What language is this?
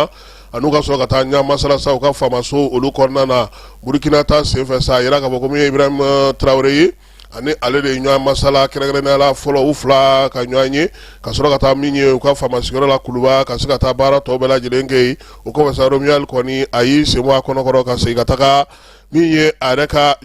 Bambara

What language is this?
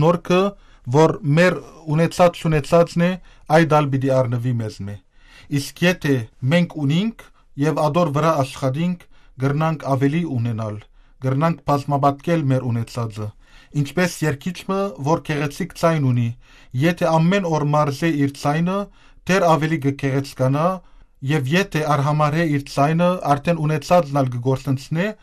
Western Armenian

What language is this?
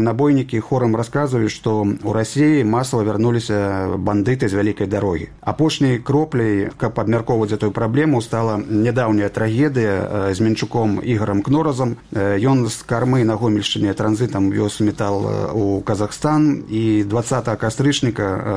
Belarusian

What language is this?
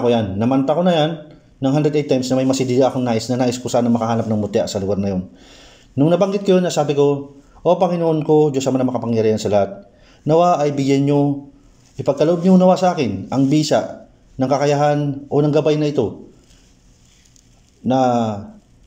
Filipino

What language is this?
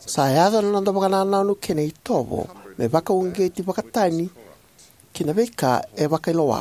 Fijian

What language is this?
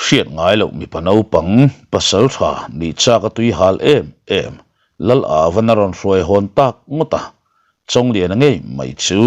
Mizo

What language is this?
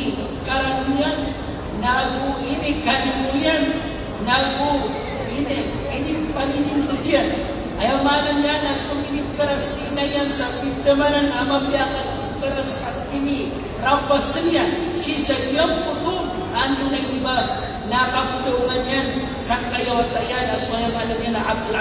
Maranao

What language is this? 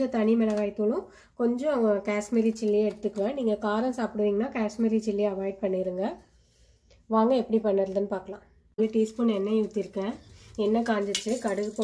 Tamil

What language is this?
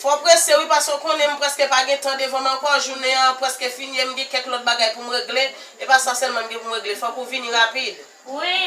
Haitian Creole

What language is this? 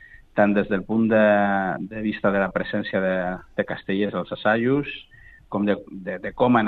Catalan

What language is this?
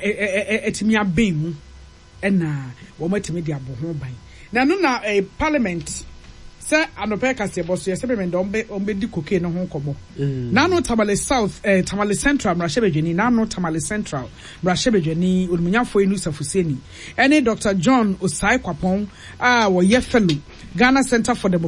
Akan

